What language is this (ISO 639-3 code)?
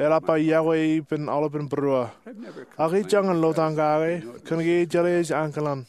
mah